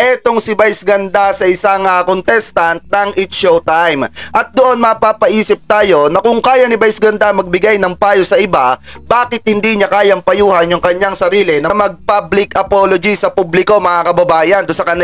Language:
Filipino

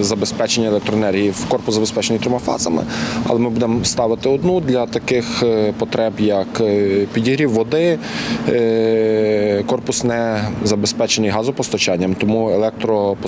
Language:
Ukrainian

